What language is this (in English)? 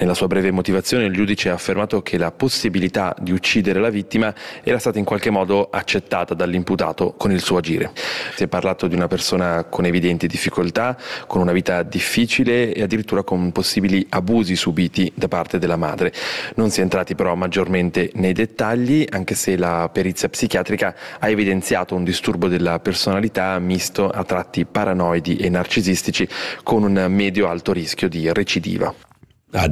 Italian